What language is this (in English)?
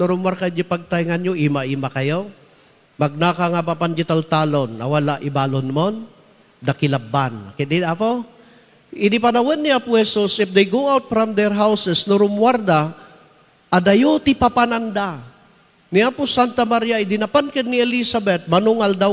Iloko